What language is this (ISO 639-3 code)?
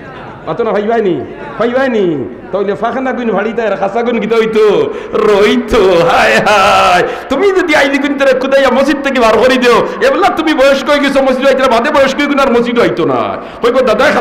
syl